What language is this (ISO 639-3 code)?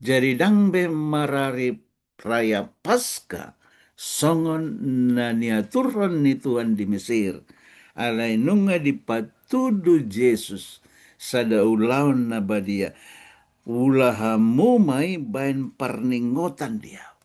bbc